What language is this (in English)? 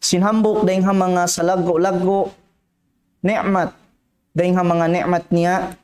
Tausug